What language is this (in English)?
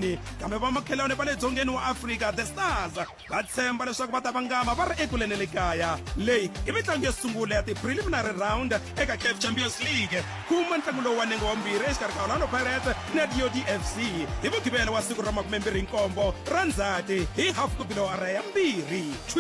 Tsonga